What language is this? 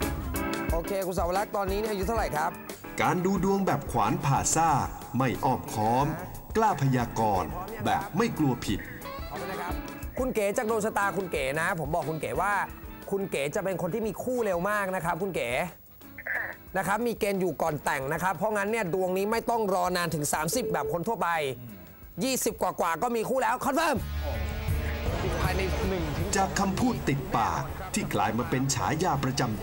Thai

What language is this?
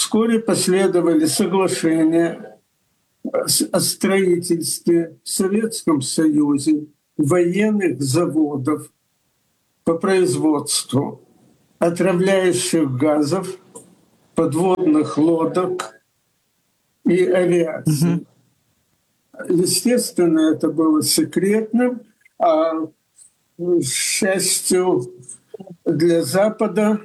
Russian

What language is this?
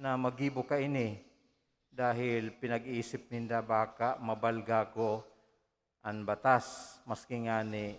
Bikol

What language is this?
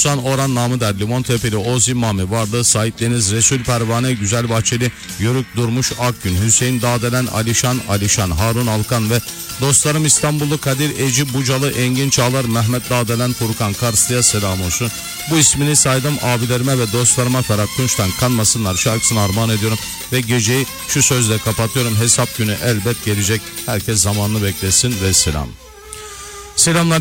Turkish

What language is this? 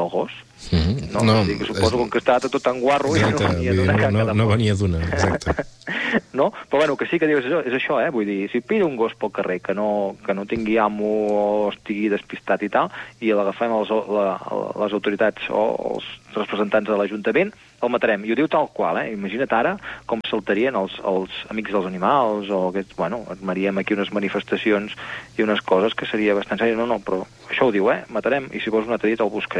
Catalan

